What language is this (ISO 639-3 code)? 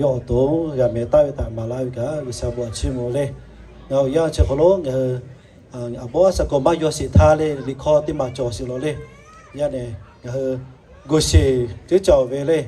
lhu